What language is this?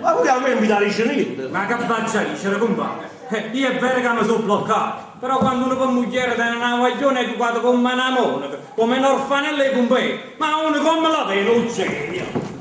Neapolitan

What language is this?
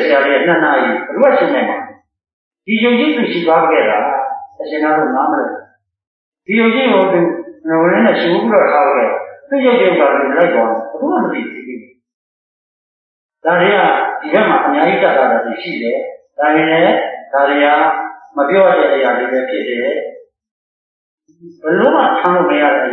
Burmese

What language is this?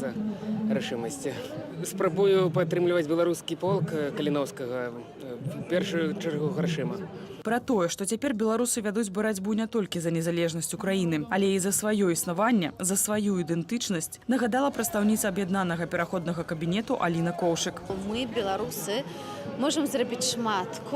Belarusian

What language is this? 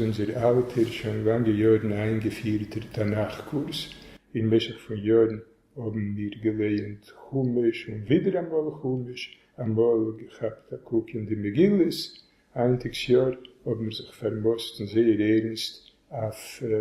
Yiddish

